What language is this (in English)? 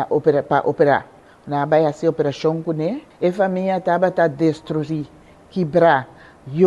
Papiamento